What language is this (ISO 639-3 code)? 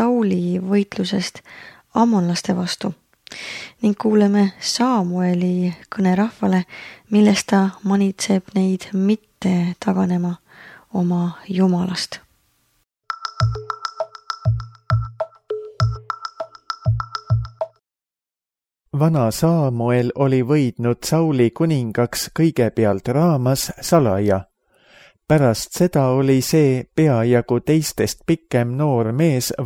est